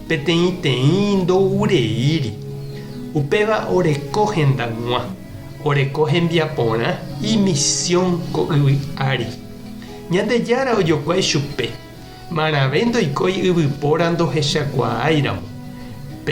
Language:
Guarani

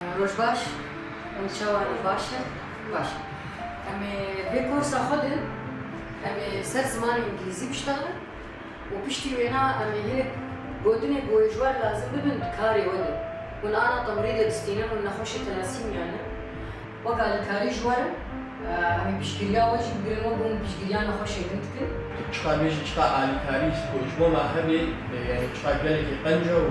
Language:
Kurdish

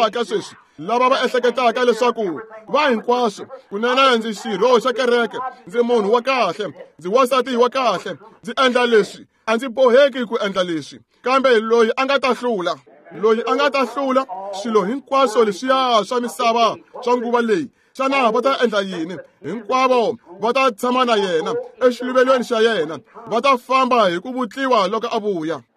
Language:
Tsonga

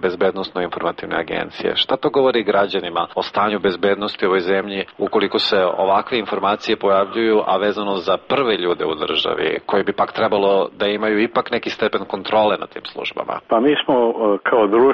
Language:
Serbian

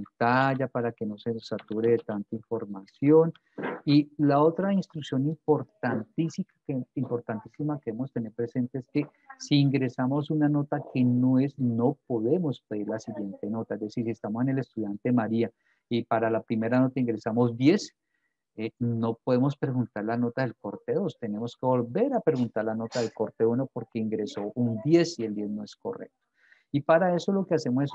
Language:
Spanish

